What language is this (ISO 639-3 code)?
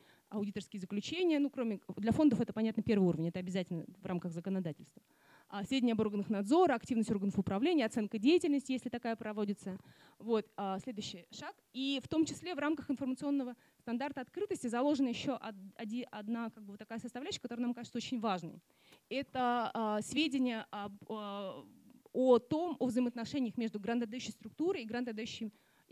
rus